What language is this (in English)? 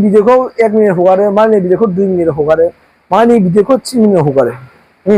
Bodo